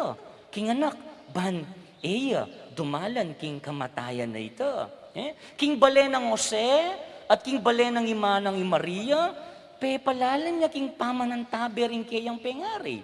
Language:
Pampanga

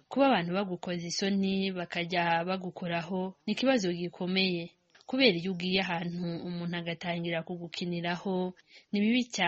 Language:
Kinyarwanda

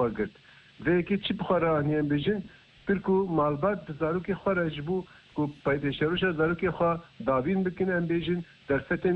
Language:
Kurdish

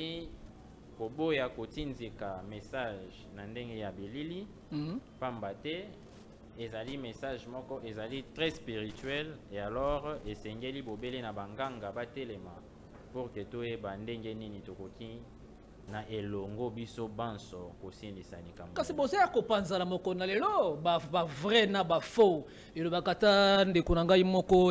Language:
Lingala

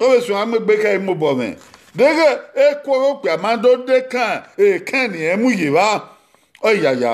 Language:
Bini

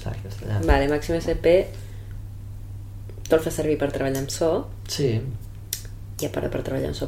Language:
Catalan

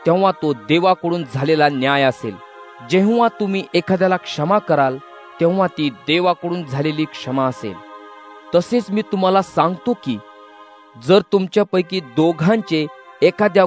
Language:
Marathi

